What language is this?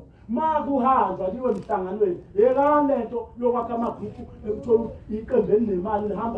Zulu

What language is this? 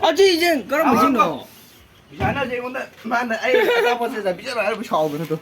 Manipuri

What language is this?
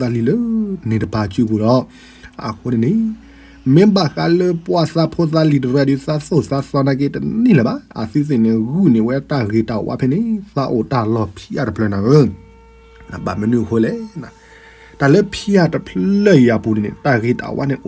S'gaw Karen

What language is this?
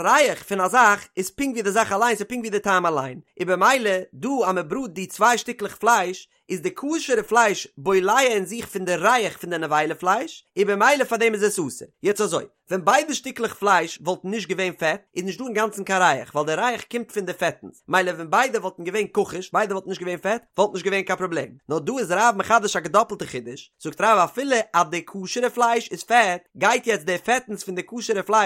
Yiddish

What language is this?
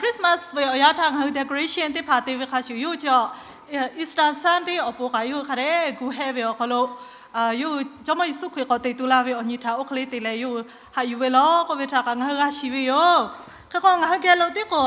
Lahu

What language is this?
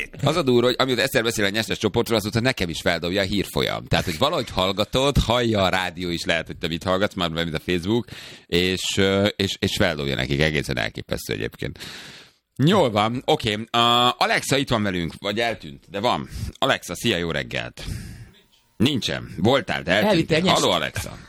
Hungarian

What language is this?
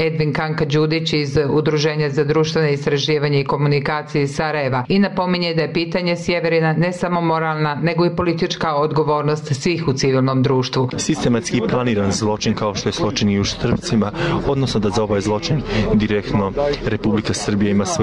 Bosnian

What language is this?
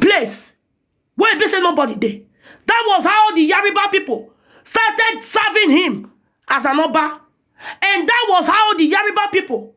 Nigerian Pidgin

